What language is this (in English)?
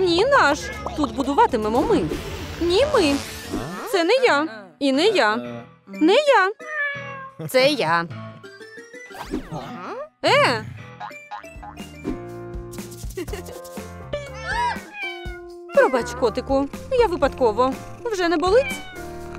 Ukrainian